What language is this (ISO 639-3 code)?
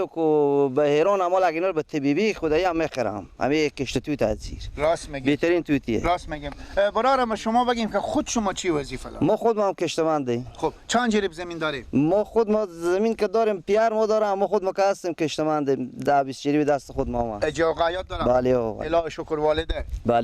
fas